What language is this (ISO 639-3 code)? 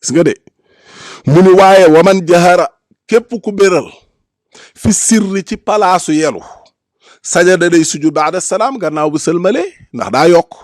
wol